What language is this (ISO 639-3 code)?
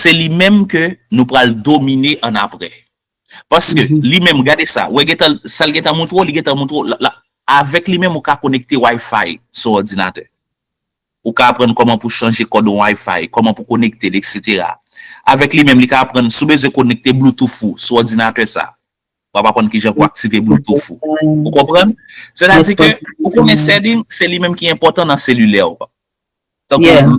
hat